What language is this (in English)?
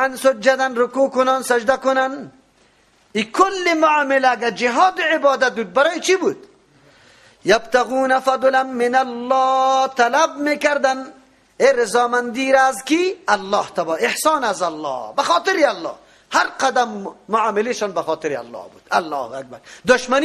Persian